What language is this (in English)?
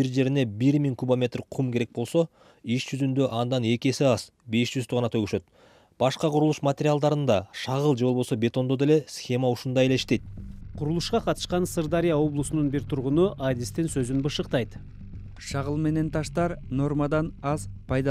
Kyrgyz